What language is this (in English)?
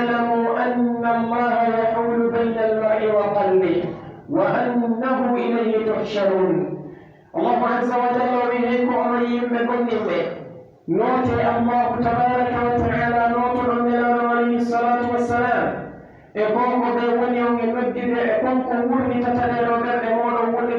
Pular